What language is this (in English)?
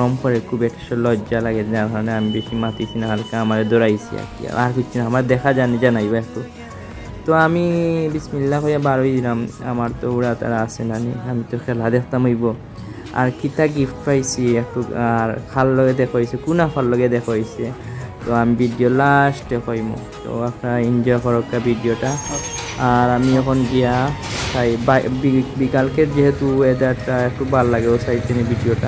Sylheti